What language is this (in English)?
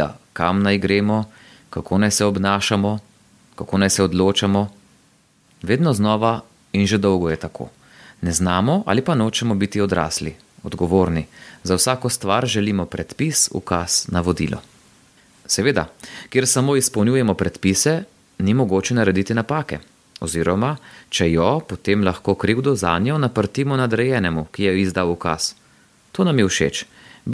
Slovenian